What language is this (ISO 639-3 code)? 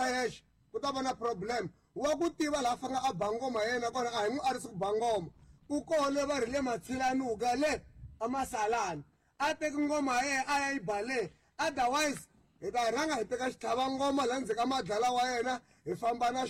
tso